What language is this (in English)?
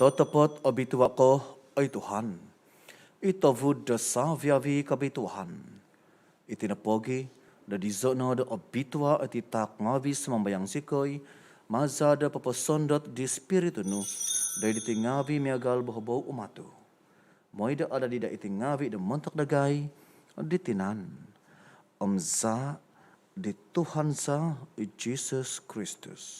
Central Dusun